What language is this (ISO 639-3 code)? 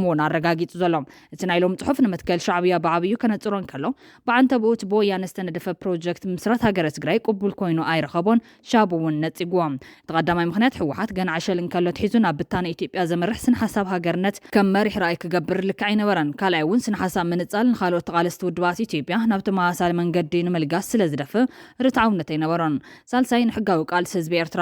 tir